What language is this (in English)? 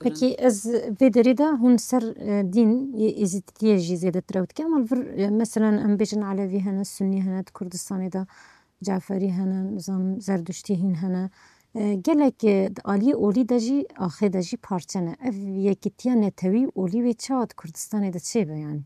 Kurdish